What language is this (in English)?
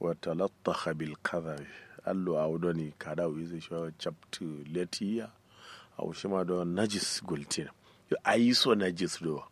Kanuri